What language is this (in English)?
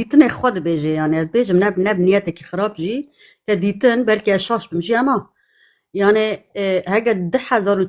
Kurdish